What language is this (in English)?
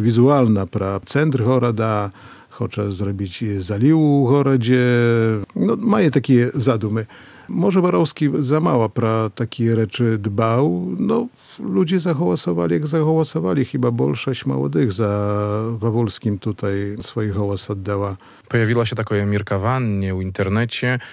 Belarusian